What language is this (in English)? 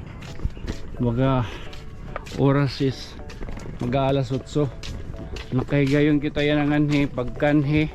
Waray